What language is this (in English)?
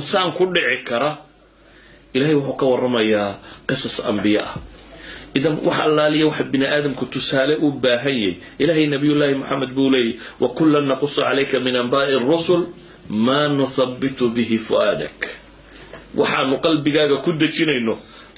Somali